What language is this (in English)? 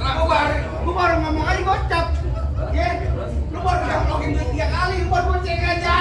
Betawi